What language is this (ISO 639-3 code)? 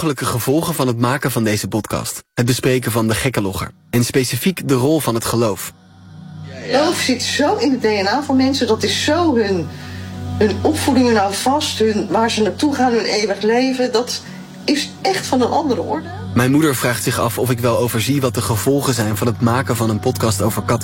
nld